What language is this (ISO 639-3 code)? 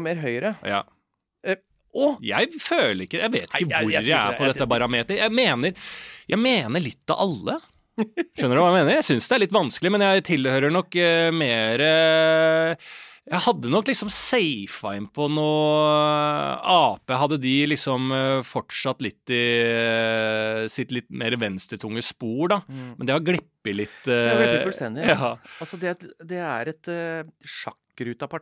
nor